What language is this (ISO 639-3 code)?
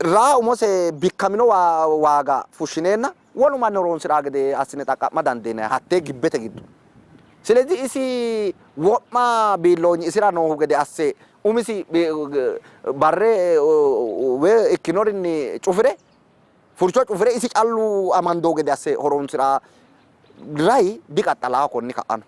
sid